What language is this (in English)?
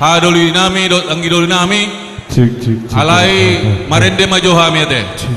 Batak Toba